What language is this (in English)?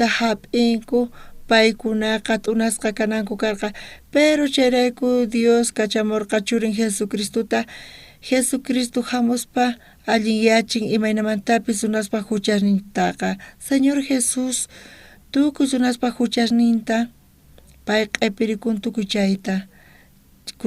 South Bolivian Quechua